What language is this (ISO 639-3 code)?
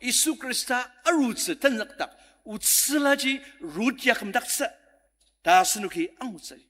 njo